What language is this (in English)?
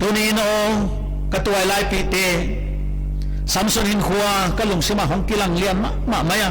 Paite Chin